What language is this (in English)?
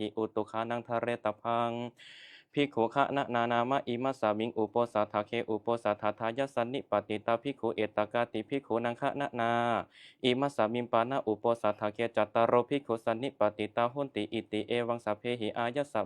Pali